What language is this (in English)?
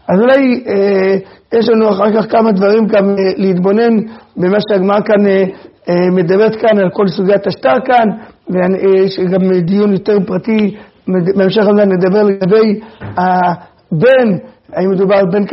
Hebrew